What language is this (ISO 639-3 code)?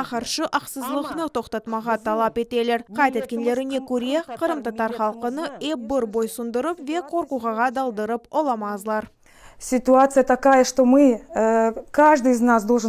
crh